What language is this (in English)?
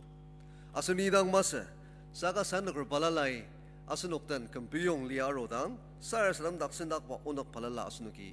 Ao Naga